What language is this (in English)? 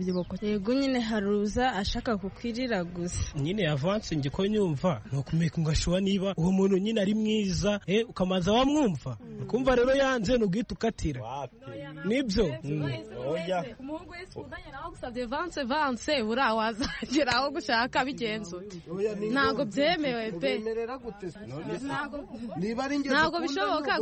Kinyarwanda